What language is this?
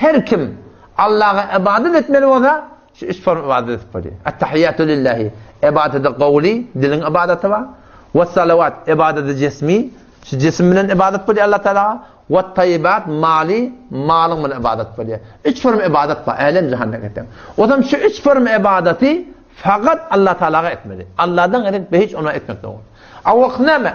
Turkmen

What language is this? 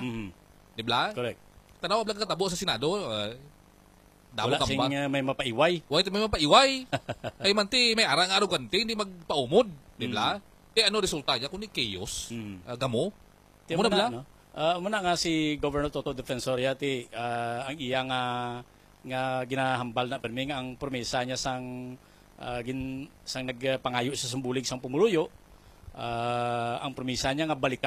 Hiligaynon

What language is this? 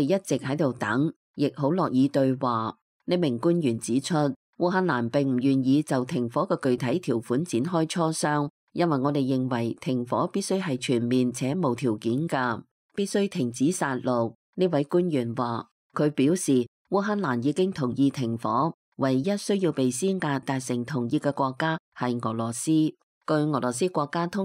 Cantonese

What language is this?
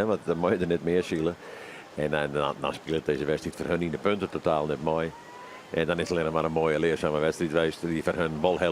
Western Frisian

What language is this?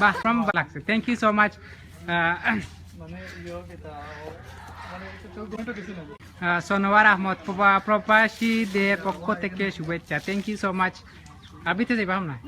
Sylheti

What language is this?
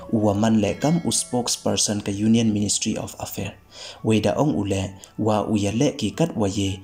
Pnar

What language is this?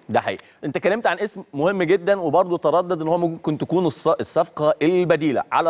Egyptian Arabic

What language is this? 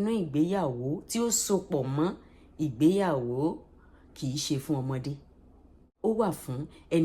Yoruba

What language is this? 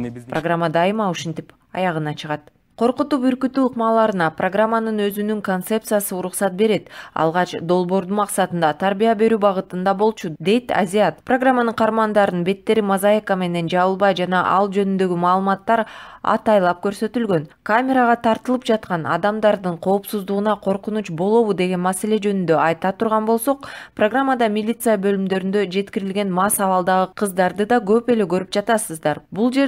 Kyrgyz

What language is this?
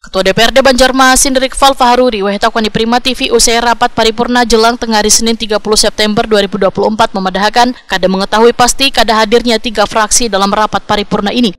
Banjar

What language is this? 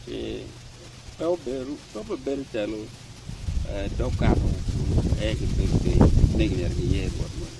Acoli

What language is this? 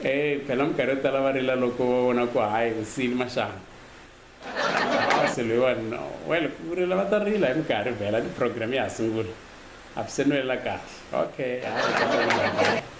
Tsonga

